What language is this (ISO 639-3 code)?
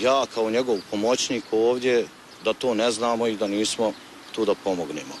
bos